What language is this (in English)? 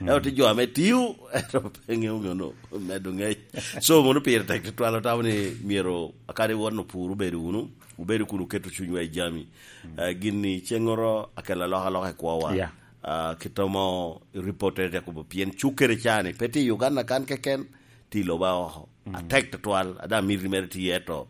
Lango (Uganda)